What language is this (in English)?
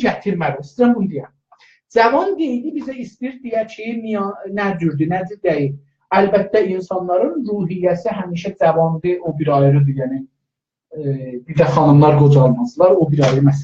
South Azerbaijani